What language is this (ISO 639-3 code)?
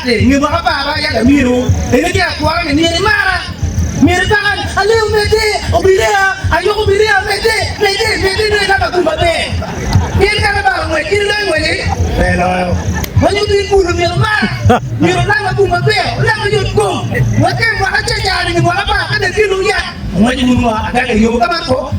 ach